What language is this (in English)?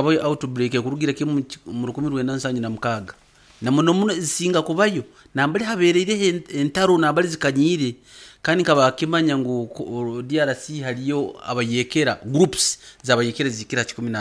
Nyankole